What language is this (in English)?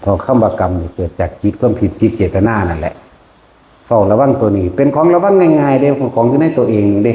Lao